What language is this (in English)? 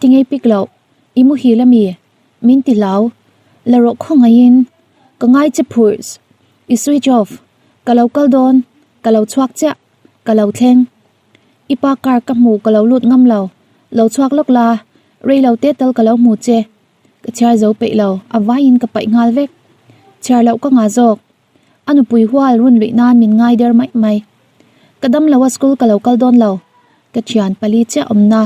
Mizo